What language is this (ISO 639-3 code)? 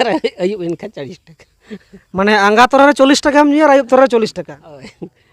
sat